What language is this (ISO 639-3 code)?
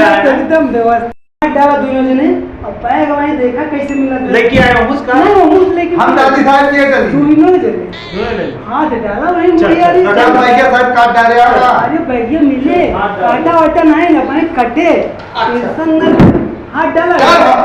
awa